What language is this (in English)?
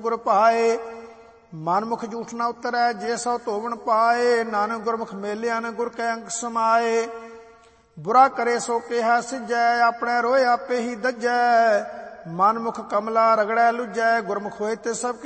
Punjabi